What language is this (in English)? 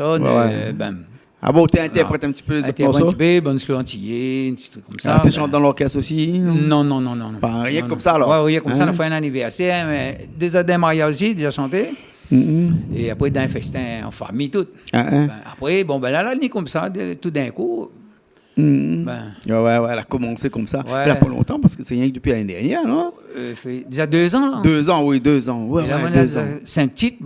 Réunion Creole French